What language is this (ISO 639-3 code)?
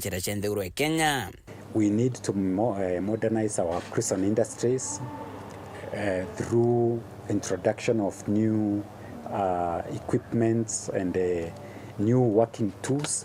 mer